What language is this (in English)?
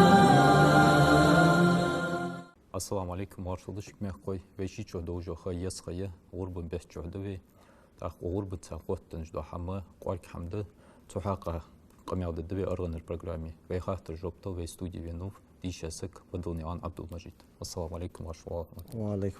Ingush